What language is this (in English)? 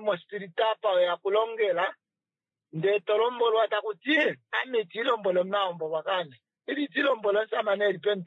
Kuanyama